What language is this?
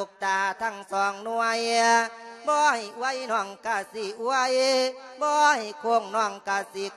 Lao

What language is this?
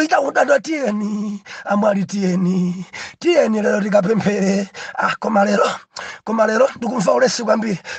Nyanja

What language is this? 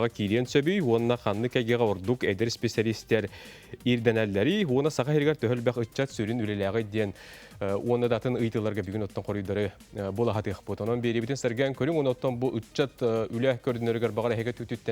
Yakut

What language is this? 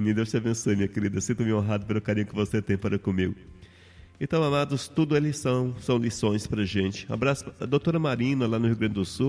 Portuguese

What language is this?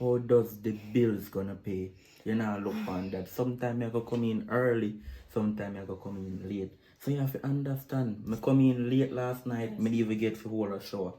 Jamaican Creole English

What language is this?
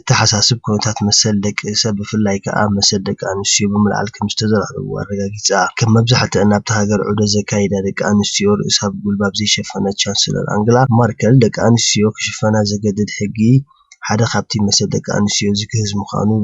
Tigrinya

